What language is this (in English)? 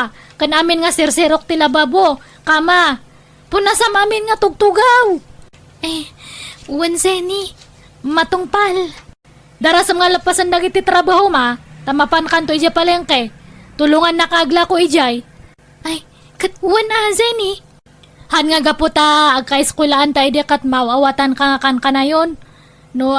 Iloko